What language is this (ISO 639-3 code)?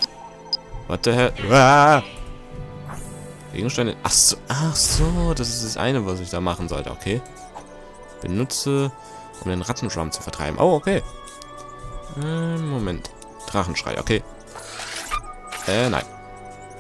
deu